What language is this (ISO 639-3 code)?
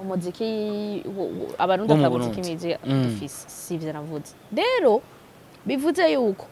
run